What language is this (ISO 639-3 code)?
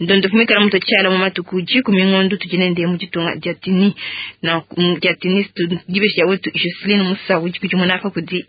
lua